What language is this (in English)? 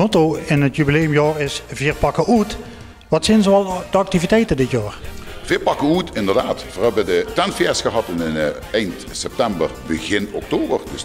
Limburgish